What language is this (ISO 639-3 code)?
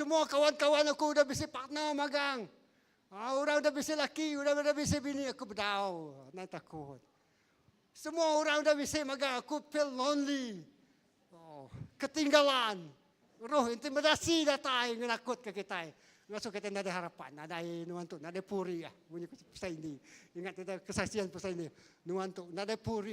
iba